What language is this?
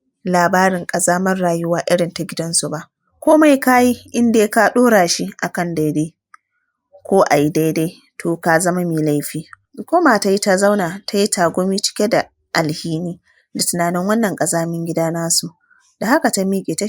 Hausa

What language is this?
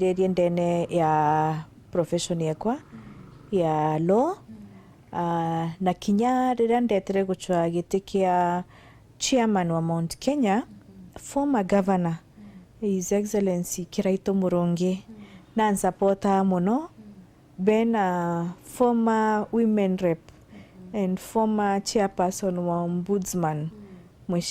Meru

